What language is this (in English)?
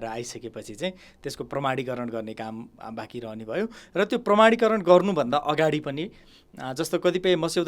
Nepali